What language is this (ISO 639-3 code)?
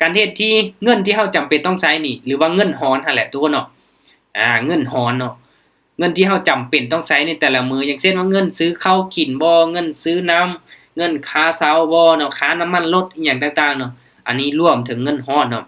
lao